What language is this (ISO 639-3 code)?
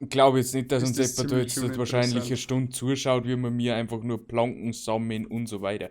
bar